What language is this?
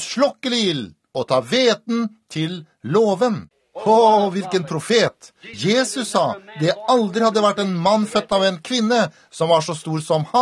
Norwegian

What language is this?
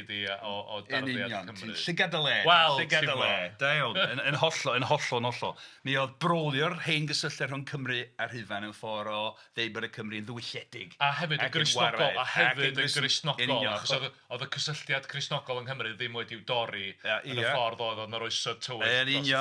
Welsh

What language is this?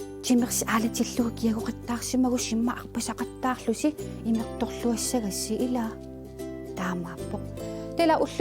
Kalaallisut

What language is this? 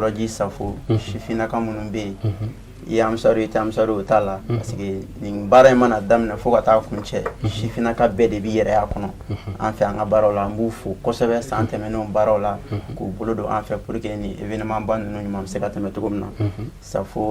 Bambara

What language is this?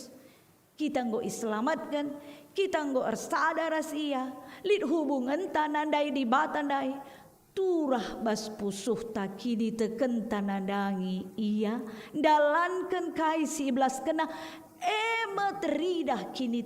Batak Karo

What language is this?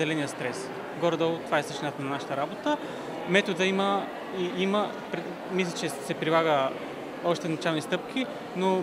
Bulgarian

